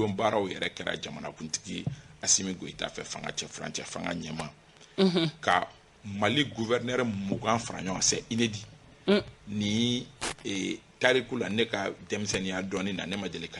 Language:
Bambara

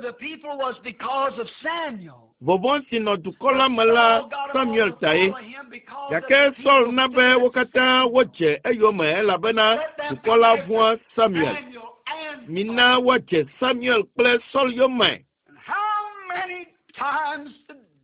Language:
Ewe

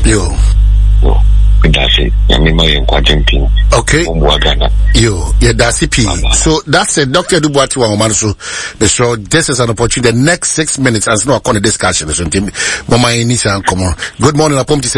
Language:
Akan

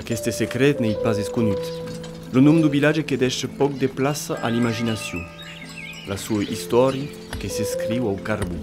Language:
Occitan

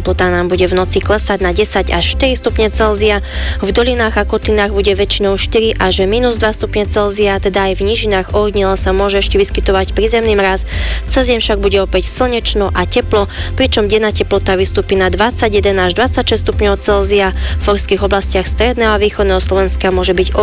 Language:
Slovak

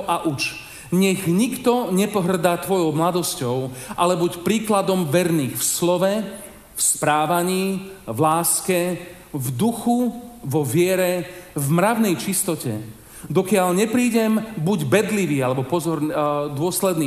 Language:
Slovak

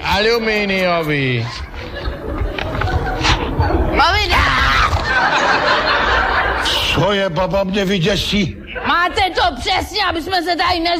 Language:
Czech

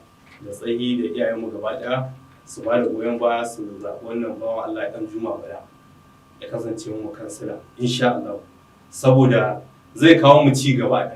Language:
Hausa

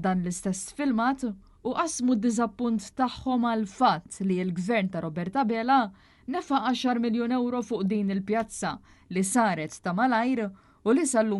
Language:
Maltese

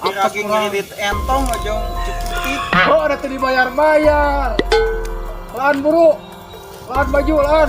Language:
Sundanese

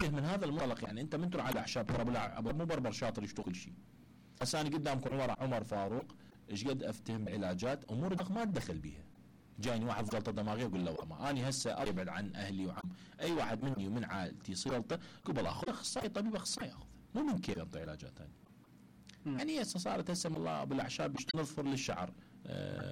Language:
Mesopotamian Arabic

